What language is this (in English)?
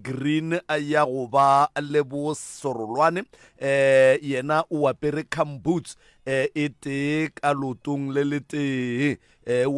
Northern Sotho